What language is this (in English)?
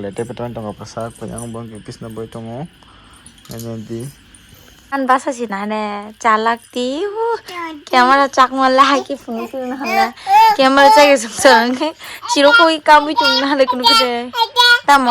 Kok Borok